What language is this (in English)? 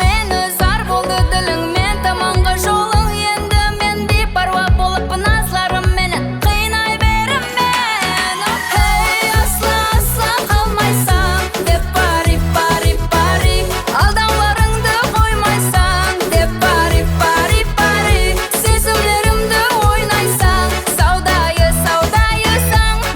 Kara-Kalpak